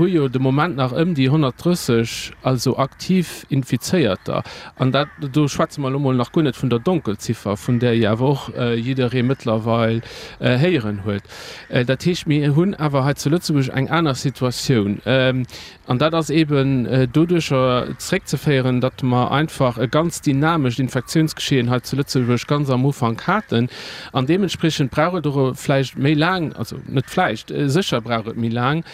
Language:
Luxembourgish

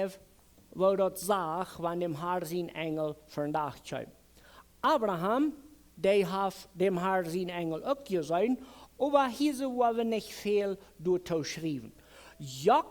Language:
Plautdietsch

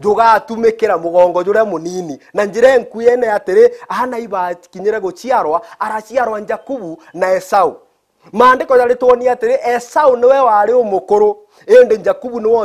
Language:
Meru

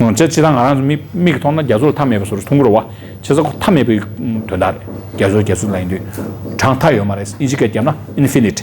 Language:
Tibetan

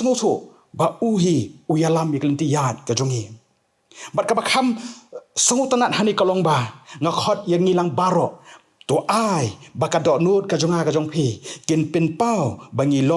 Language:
Khasi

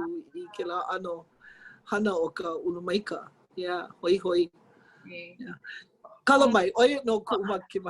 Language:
Hawaiian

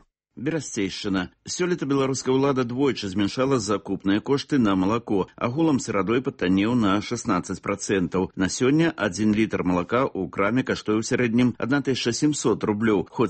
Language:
Belarusian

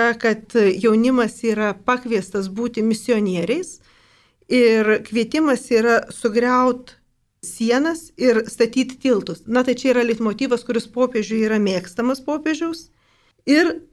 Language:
Lithuanian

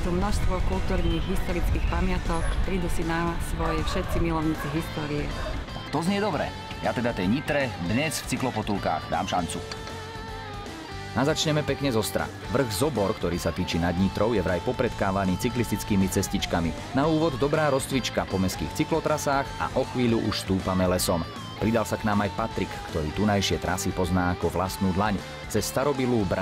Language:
Slovak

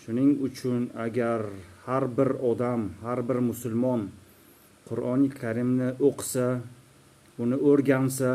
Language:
Uzbek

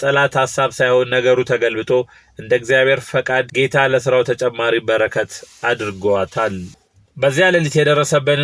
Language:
Amharic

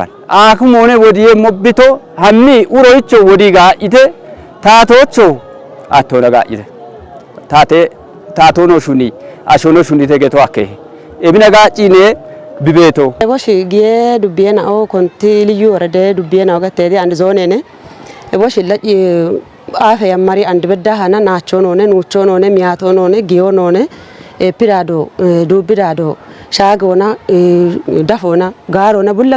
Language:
Kafa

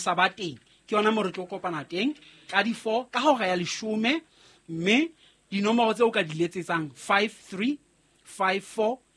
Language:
Southern Sotho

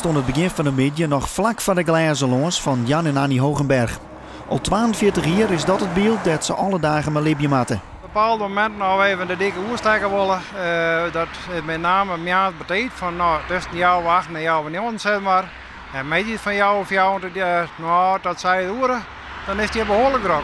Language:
Western Frisian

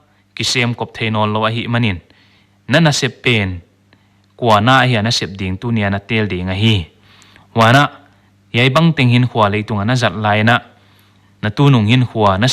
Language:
Paite Chin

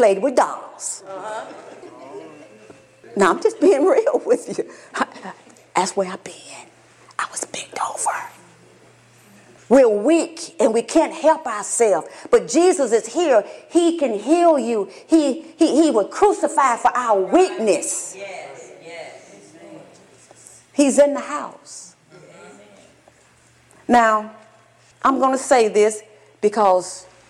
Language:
English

